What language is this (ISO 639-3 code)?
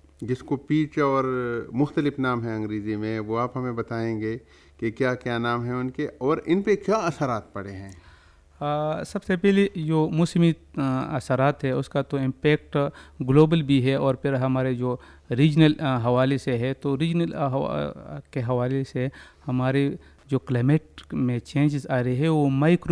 urd